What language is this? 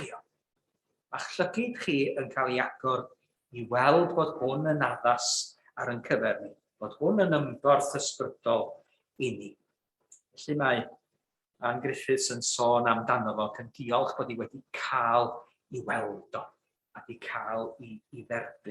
Welsh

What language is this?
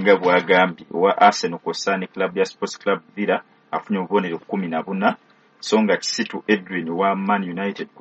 Ganda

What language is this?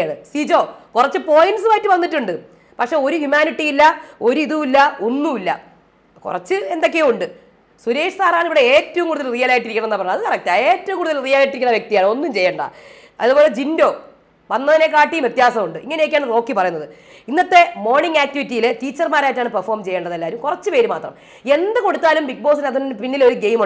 Malayalam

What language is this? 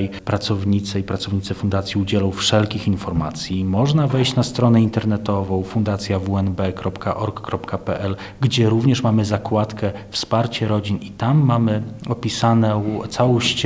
Polish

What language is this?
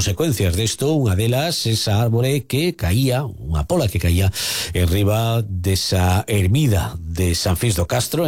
Galician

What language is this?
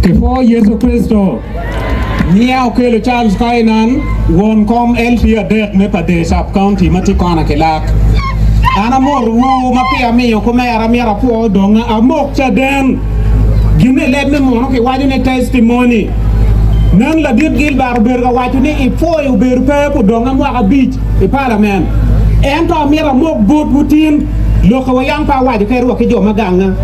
Acoli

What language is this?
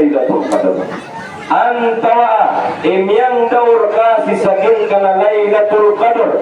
Maranao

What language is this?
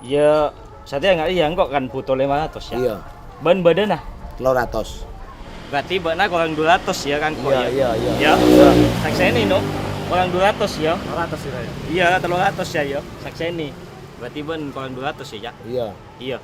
Madurese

